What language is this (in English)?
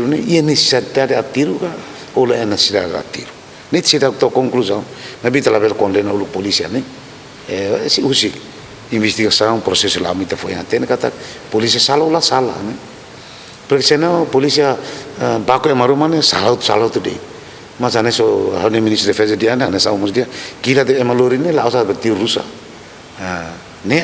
Tetum